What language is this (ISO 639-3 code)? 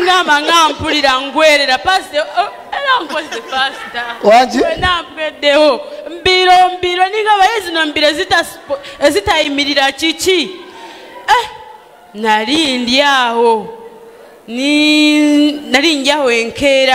lug